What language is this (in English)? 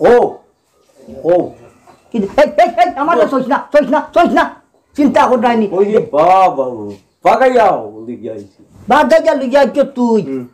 Sylheti